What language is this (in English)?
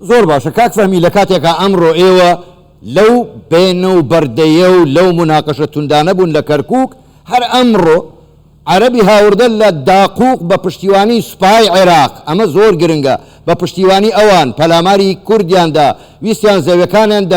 Central Kurdish